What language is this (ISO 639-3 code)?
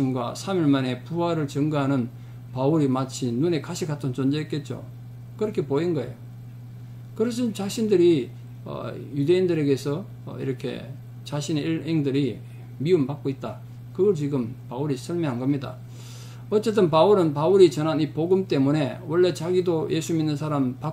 kor